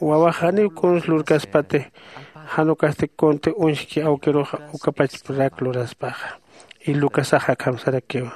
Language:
Aymara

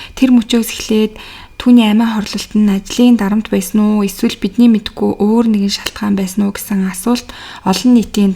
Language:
Mongolian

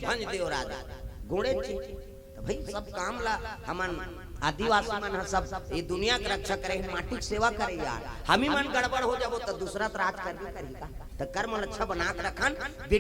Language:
Chhattisgarhi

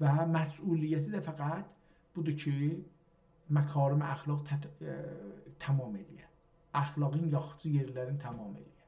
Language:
South Azerbaijani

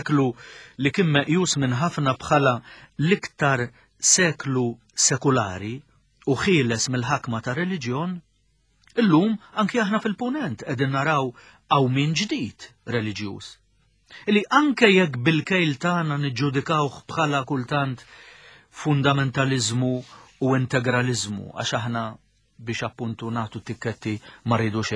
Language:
Maltese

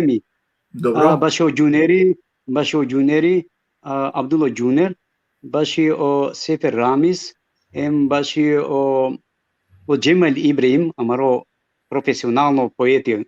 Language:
Balkan Romani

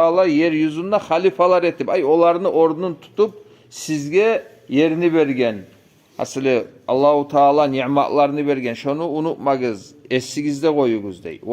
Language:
Kumyk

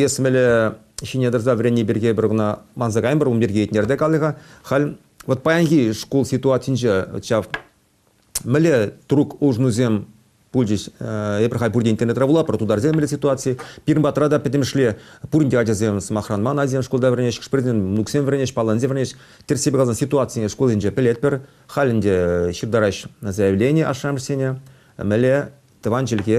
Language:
Chuvash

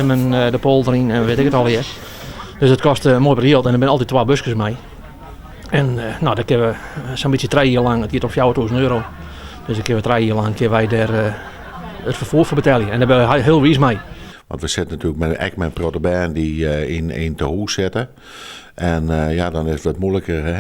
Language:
Western Frisian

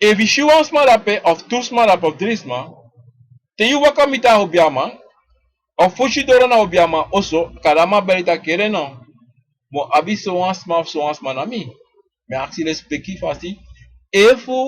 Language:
Sranan Tongo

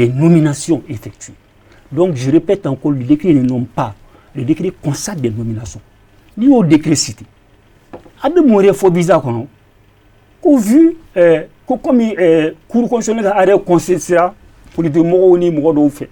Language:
Bambara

